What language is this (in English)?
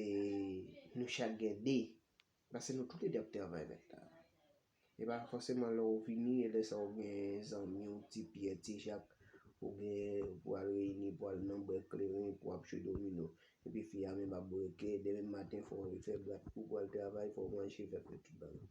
Haitian Creole